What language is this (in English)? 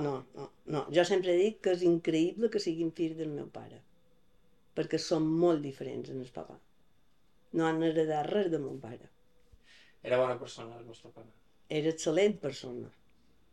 Catalan